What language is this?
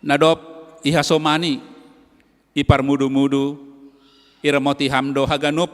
Batak Simalungun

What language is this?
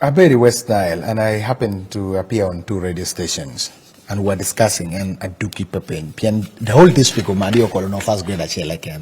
Acoli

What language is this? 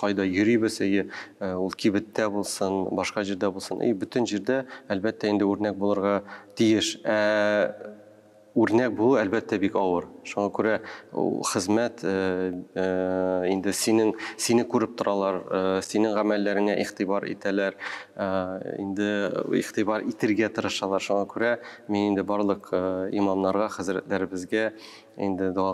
Tatar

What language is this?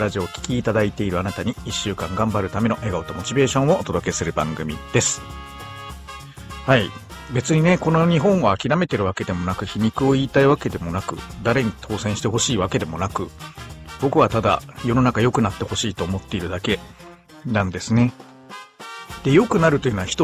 Japanese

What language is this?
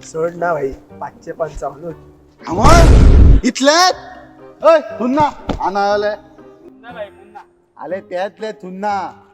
Konkani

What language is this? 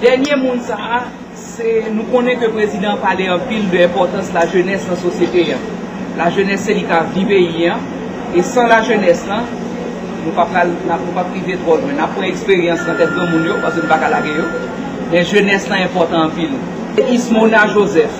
Haitian Creole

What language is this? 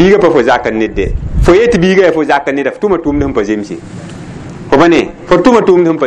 Mossi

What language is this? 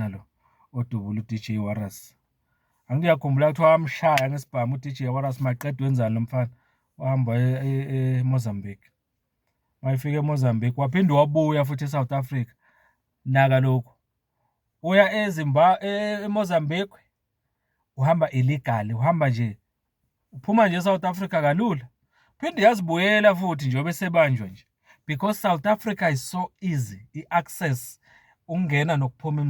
Zulu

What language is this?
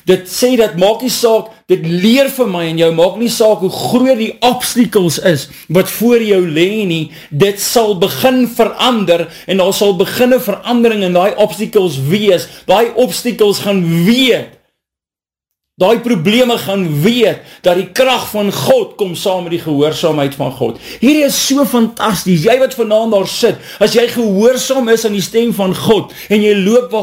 Afrikaans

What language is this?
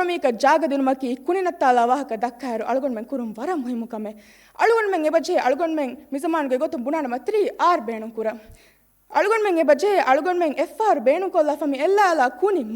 Divehi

